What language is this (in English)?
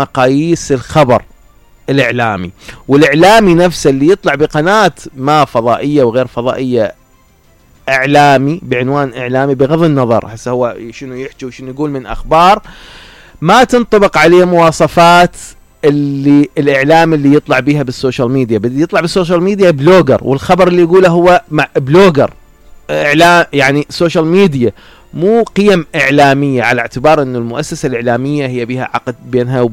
Mesopotamian Arabic